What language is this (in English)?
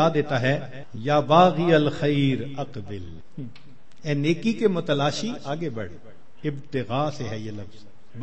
Urdu